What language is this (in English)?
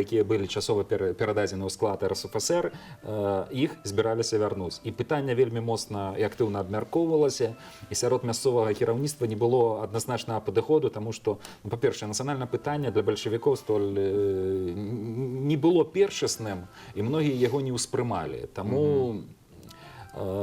Belarusian